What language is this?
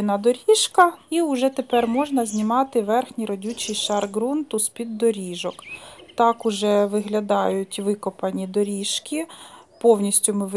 Ukrainian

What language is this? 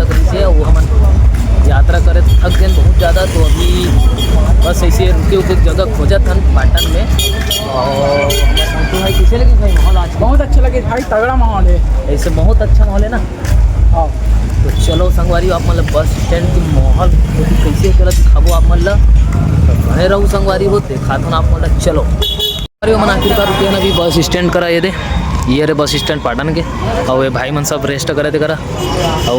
Chhattisgarhi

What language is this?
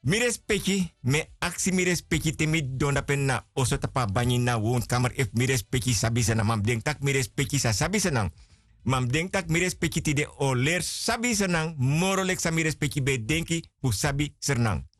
Sranan Tongo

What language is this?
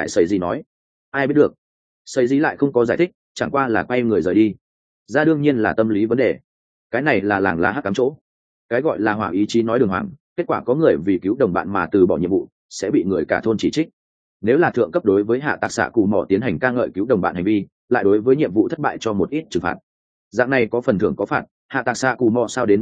Vietnamese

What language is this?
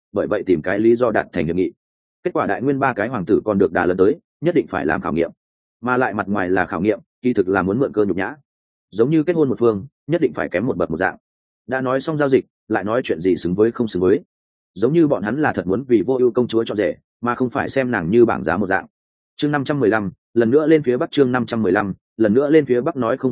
Vietnamese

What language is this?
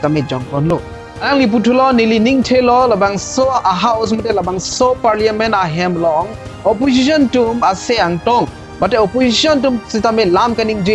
Karbi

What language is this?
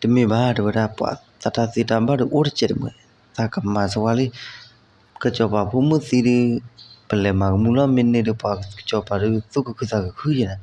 S'gaw Karen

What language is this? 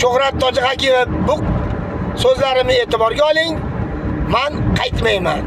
Uzbek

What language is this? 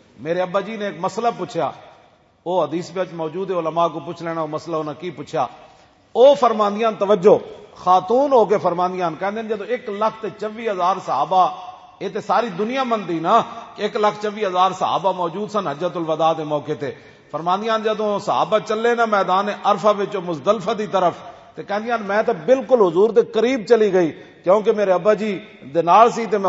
Western Panjabi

